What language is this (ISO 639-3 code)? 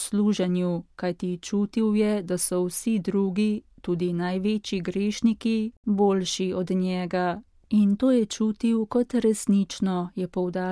slv